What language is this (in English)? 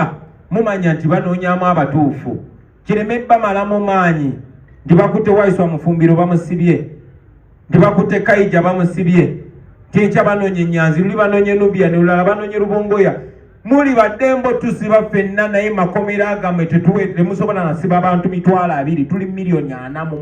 Ganda